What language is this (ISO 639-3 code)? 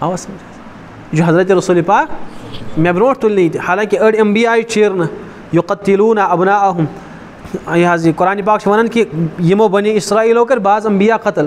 kas